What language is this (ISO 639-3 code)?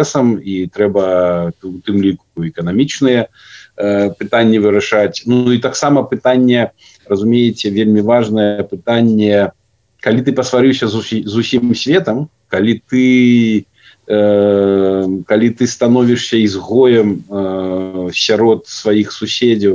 bel